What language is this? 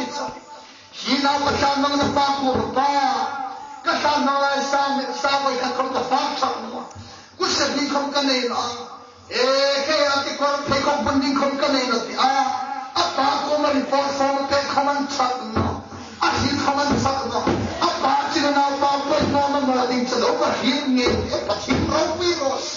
Hmar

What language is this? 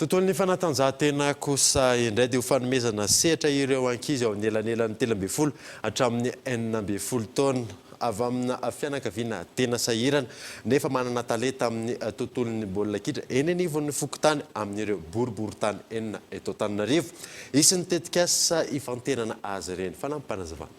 Malagasy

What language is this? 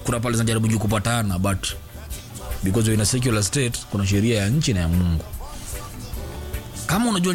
Swahili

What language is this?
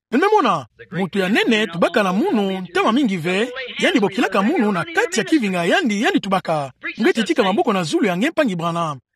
Kituba (Democratic Republic of Congo)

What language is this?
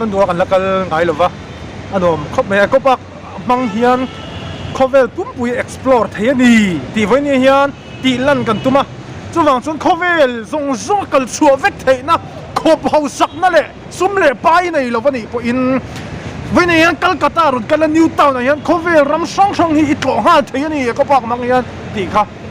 Mizo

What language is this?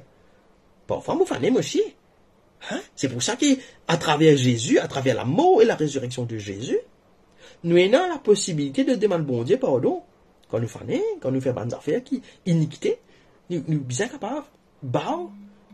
Morisyen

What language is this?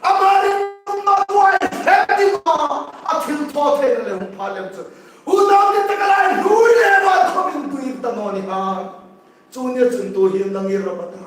Hmar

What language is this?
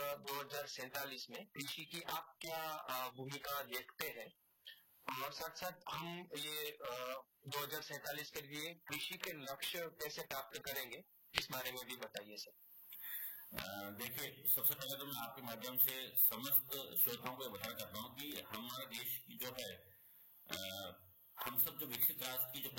Hindi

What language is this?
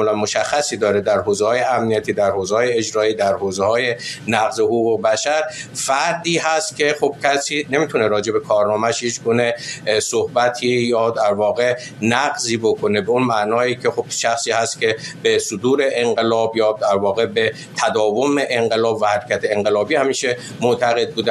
Persian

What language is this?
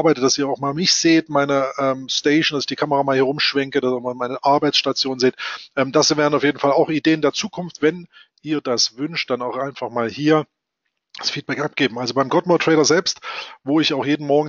German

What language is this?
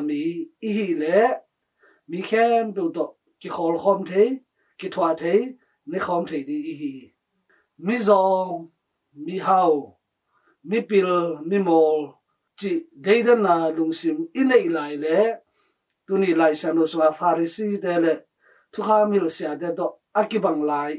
Tedim Chin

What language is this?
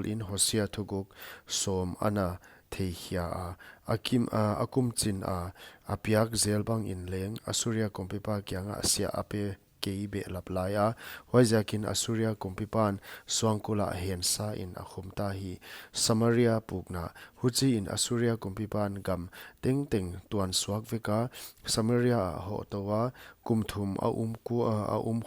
Paite Chin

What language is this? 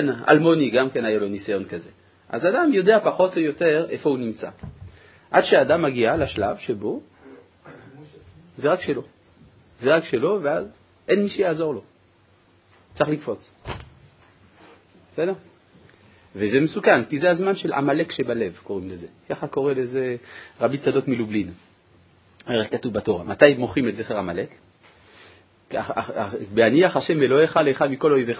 Hebrew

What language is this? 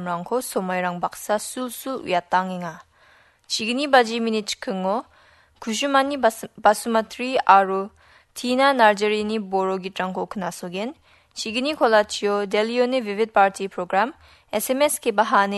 Garo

